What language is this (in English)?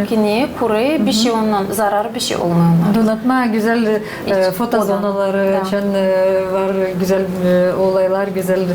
Gagauz